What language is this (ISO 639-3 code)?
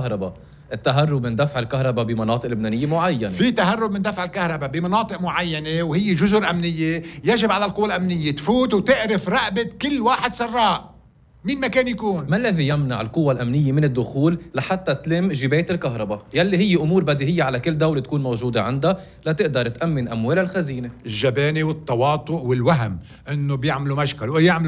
apc